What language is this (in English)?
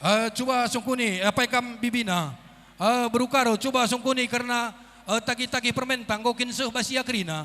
Batak Karo